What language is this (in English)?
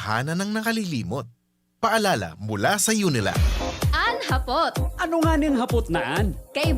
Bikol